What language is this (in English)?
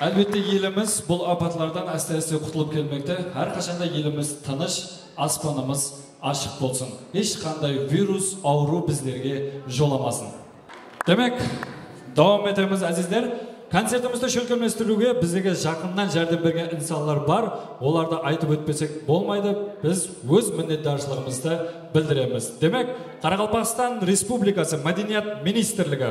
Kara-Kalpak